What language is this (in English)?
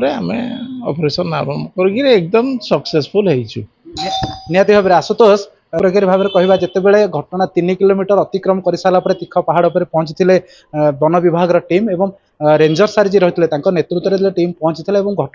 Odia